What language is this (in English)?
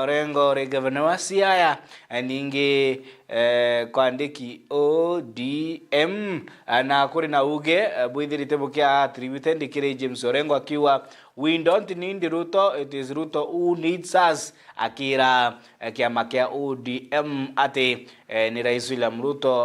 Meru